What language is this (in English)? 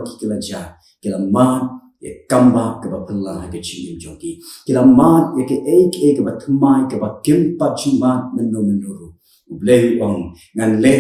Khasi